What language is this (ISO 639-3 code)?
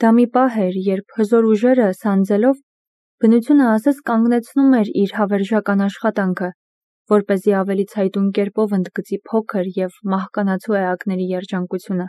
hye